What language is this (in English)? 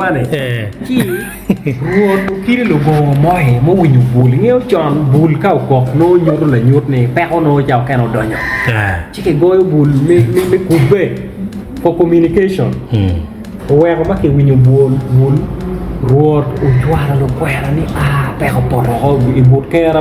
Acoli